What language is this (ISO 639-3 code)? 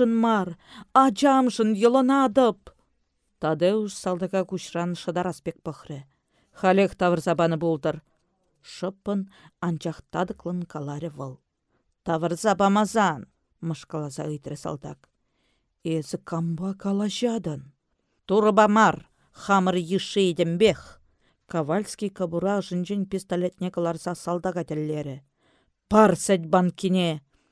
chv